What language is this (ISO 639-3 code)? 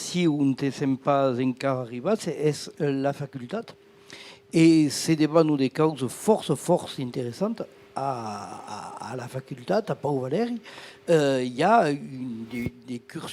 oci